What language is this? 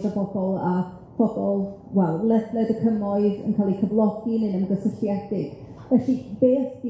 Welsh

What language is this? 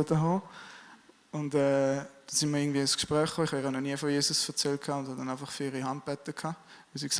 Swiss German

